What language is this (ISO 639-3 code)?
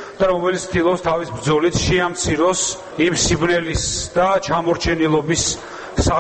kat